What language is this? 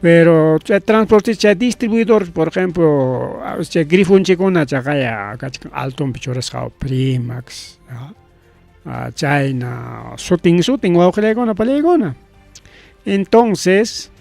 Ayacucho Quechua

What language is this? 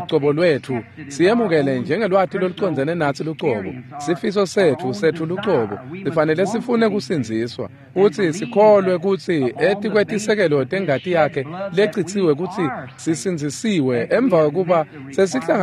Swati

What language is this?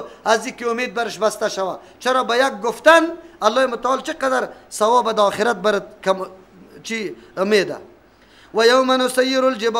Persian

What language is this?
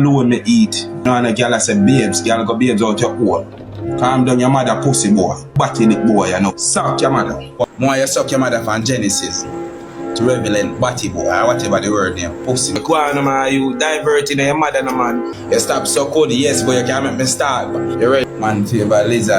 Jamaican Creole English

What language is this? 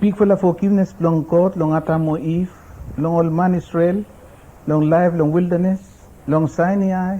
Bislama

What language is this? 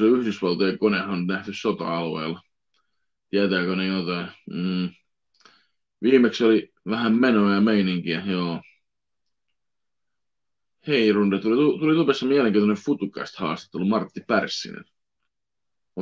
Finnish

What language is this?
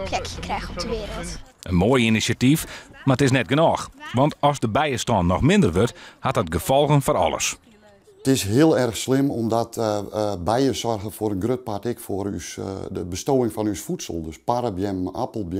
Western Frisian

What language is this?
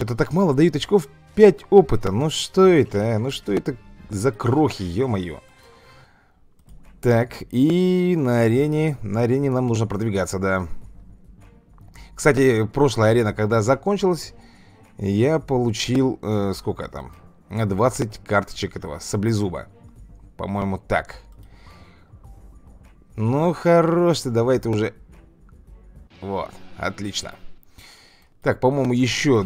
Russian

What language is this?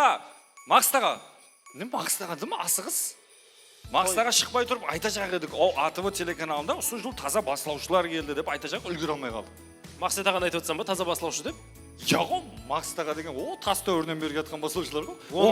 Kara-Kalpak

